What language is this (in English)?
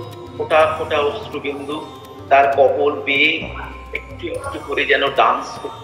Bangla